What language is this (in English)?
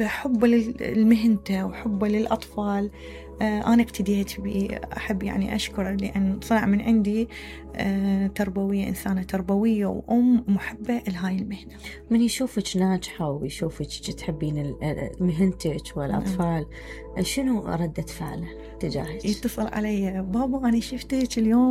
Mesopotamian Arabic